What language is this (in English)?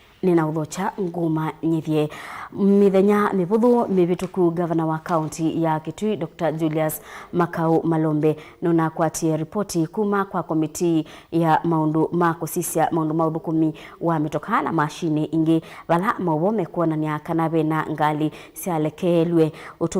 Kamba